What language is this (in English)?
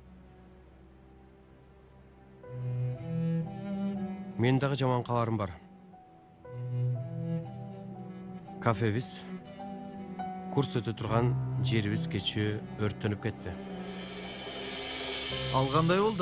Kyrgyz